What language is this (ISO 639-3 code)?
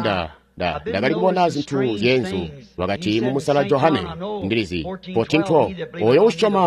toi